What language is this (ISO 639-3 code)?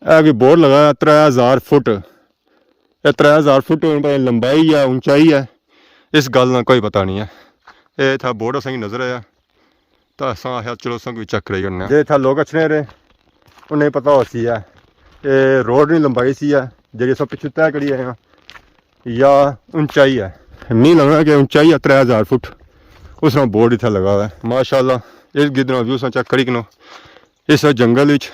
phr